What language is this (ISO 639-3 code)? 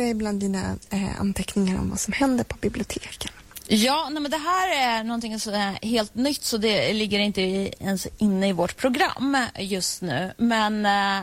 swe